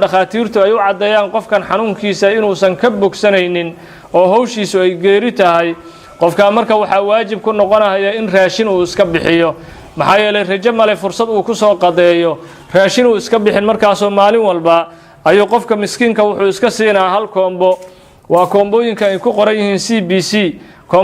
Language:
Somali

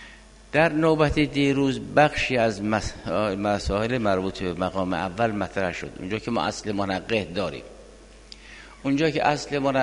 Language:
Persian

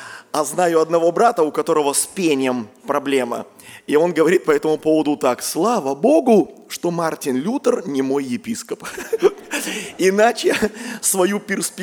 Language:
Russian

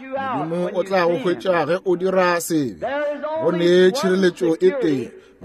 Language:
Northern Sotho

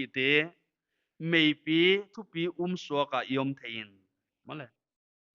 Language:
Paite Chin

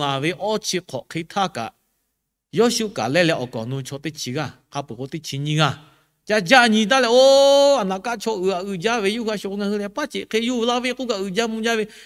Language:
Lahu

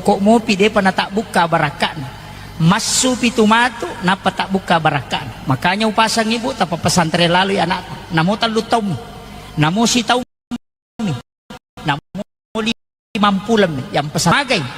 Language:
Buginese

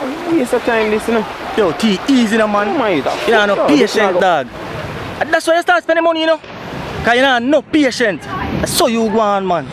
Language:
Jamaican Creole English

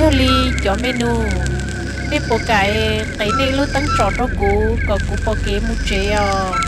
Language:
Hmong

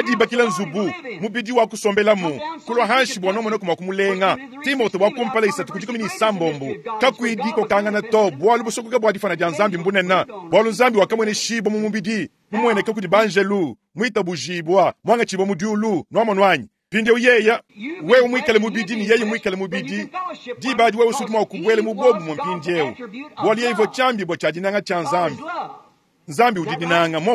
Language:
Luba-Lulua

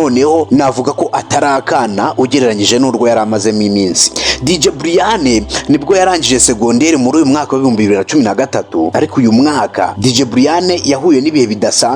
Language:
Kinyarwanda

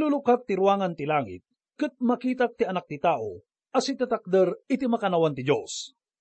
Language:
Iloko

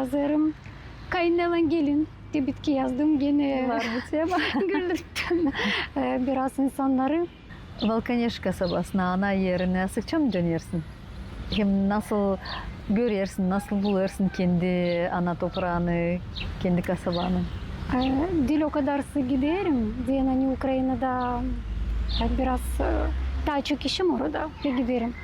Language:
Gagauz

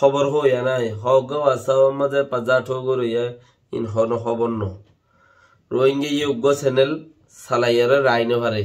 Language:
Rohingya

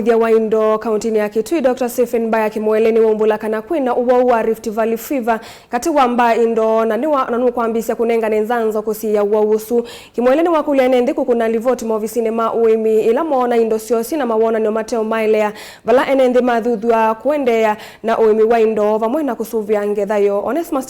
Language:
Kamba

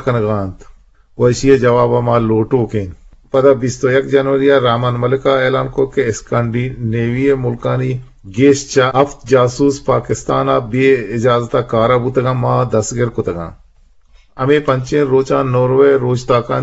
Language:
Eastern Balochi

